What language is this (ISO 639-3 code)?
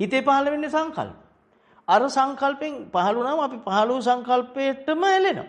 sin